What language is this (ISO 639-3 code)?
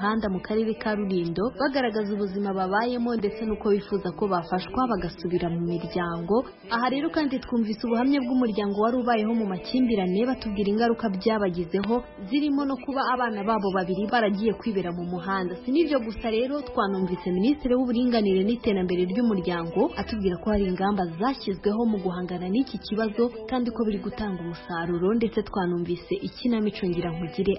kin